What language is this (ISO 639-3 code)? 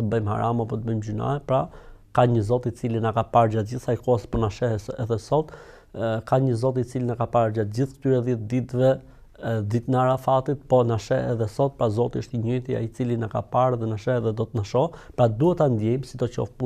sqi